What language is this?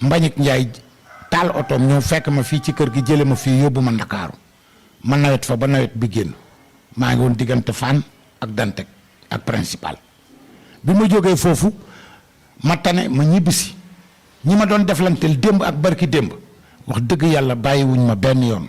Wolof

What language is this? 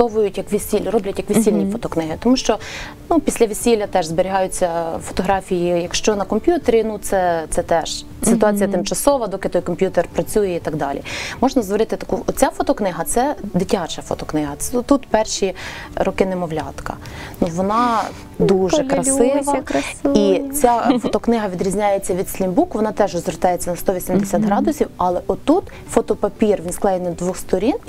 Ukrainian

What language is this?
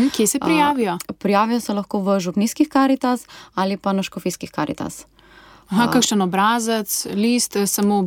Slovenian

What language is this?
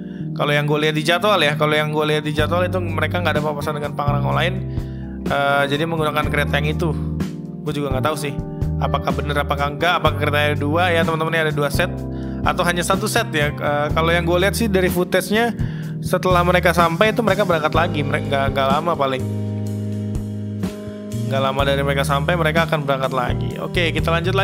Indonesian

